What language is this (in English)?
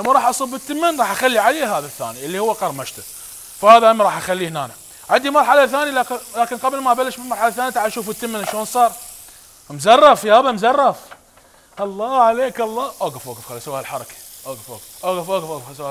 Mesopotamian Arabic